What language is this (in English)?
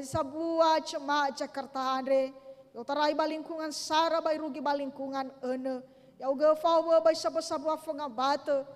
Nias